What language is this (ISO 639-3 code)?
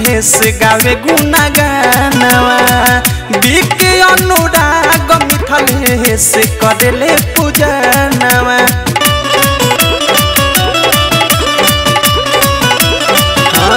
bho